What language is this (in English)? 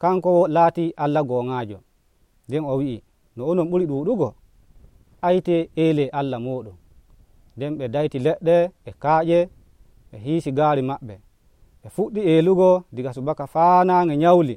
Nigerian Fulfulde